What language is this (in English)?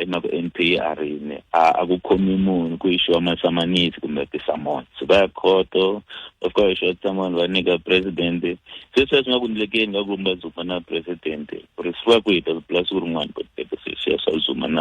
Tsonga